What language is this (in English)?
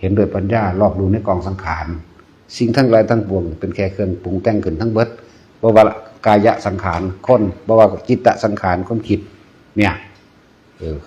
Northeastern Thai